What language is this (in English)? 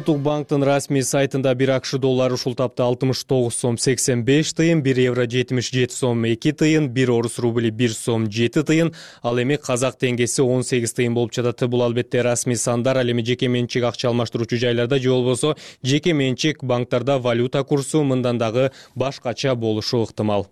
Kyrgyz